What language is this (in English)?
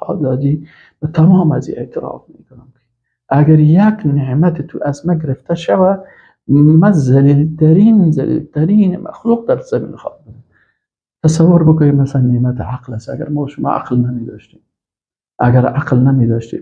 Persian